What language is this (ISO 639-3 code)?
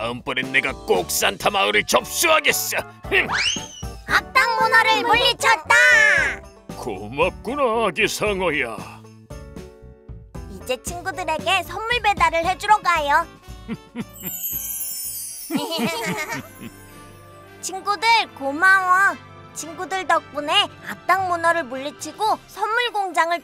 kor